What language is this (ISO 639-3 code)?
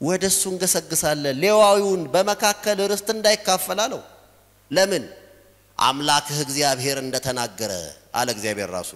amh